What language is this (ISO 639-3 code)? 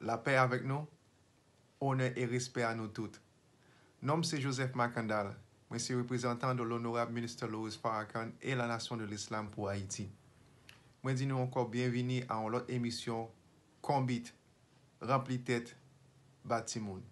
hat